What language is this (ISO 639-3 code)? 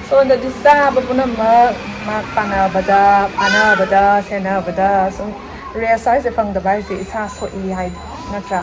mni